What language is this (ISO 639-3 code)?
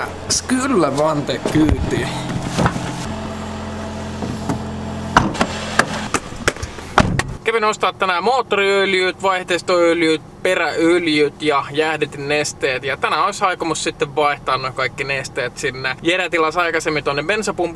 fin